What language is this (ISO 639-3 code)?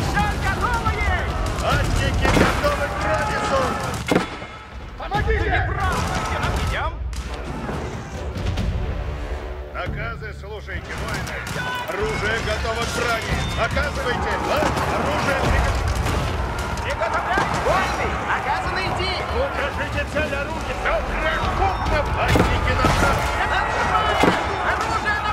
rus